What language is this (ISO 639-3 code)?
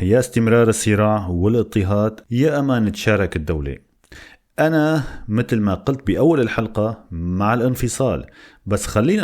apc